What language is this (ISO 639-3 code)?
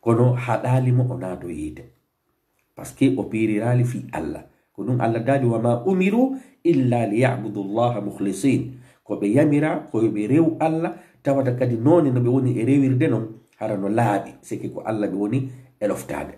ful